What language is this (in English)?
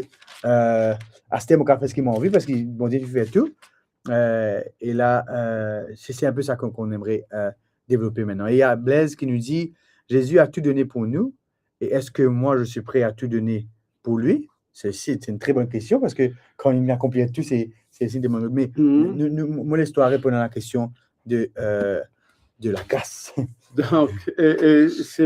Morisyen